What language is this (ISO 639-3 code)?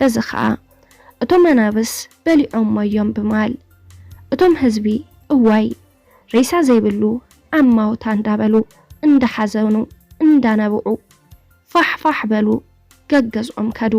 tir